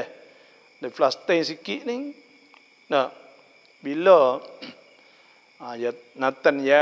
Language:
Malay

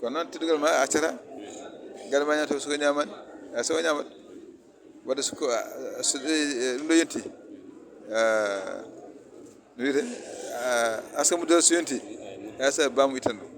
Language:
Fula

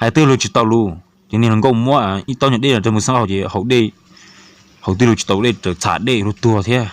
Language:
Hmong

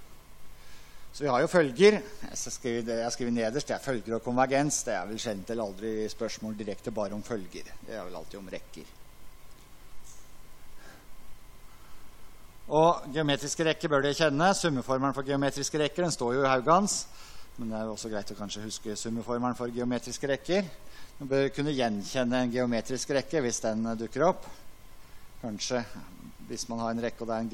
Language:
Norwegian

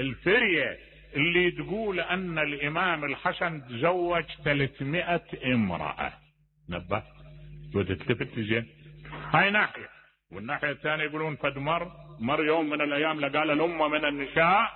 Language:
Mesopotamian Arabic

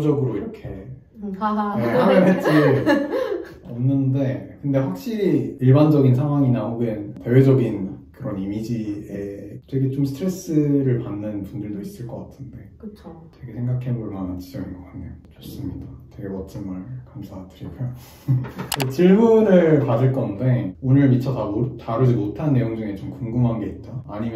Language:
Korean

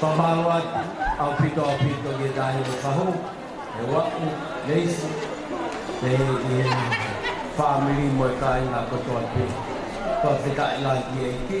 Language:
Tongan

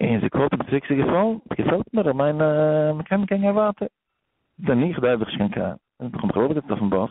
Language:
Yiddish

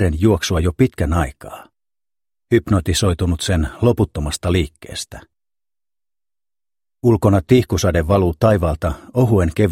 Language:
Finnish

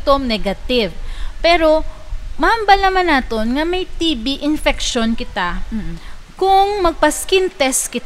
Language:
Hiligaynon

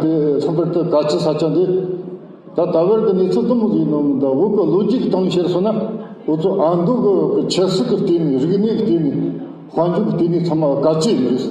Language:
Tibetan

